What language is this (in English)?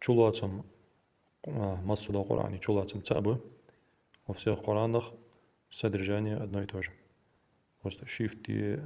Ingush